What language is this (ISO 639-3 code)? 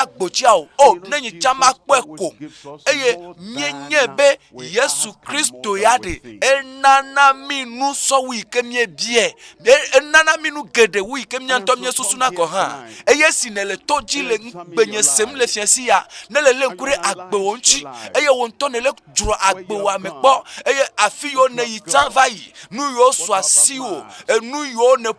ewe